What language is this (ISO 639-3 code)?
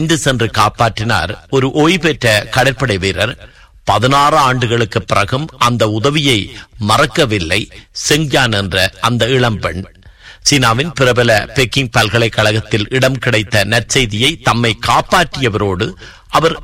tam